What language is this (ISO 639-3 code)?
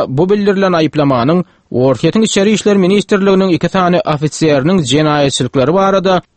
tuk